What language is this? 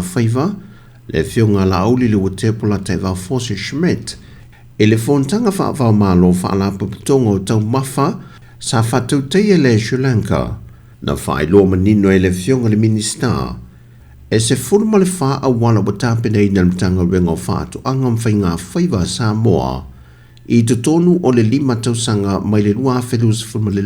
Samoan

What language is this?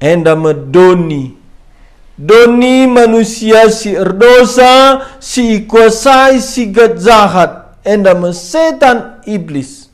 Batak Karo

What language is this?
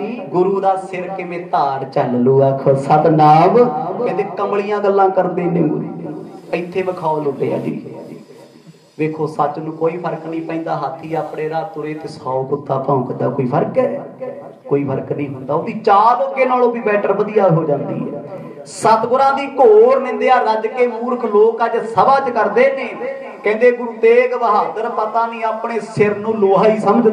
Punjabi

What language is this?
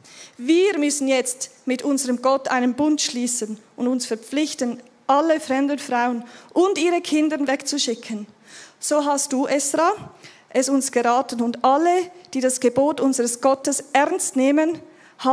Swiss German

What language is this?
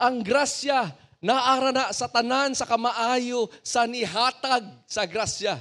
Cebuano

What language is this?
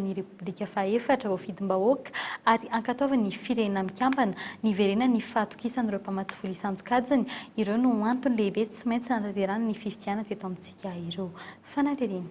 Malagasy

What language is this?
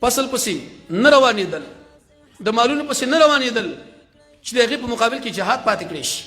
Pashto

